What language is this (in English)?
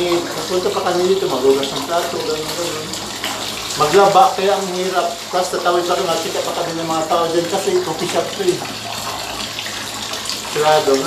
Filipino